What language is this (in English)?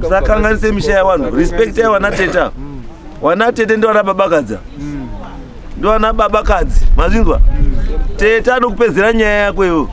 Shona